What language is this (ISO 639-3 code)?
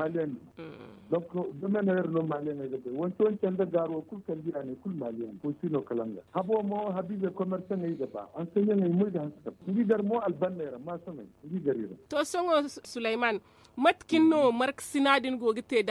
dje